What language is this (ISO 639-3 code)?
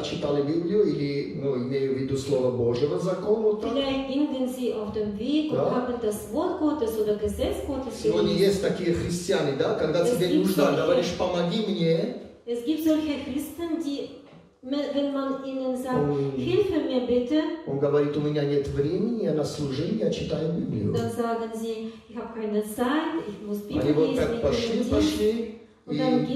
rus